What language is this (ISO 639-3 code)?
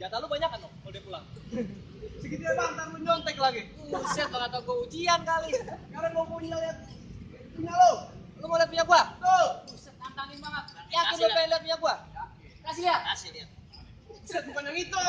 bew